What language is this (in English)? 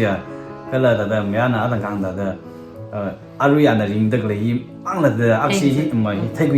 Tangkhul Naga (India)